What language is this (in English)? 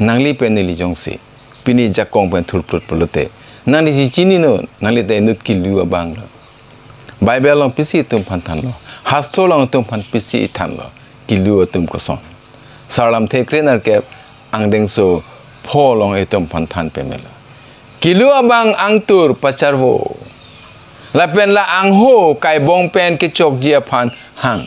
Karbi